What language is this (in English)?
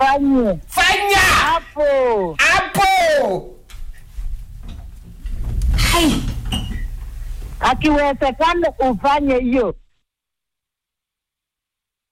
Swahili